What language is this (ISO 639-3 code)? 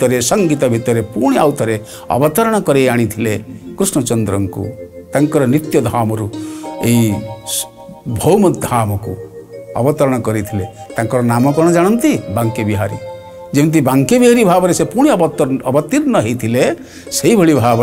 ori